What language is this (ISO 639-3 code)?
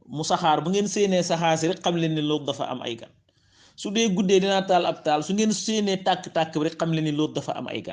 wol